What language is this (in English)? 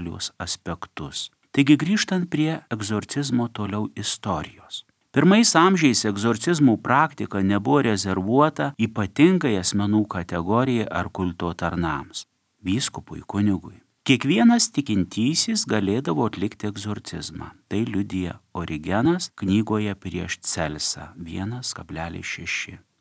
Lithuanian